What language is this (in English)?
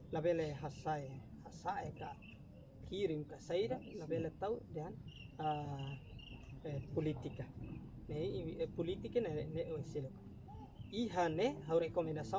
Tetum